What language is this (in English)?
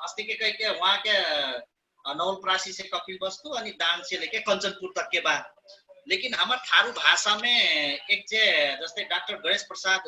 Dangaura Tharu